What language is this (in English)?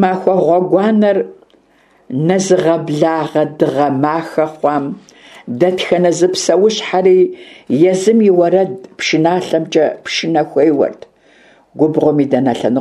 Kabardian